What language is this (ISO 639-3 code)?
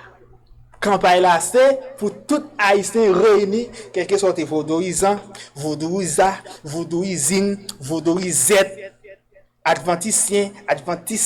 hat